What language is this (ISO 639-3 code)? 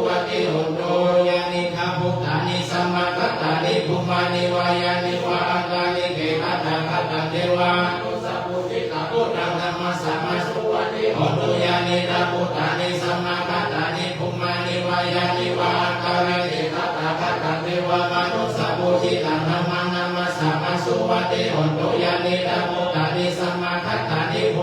pli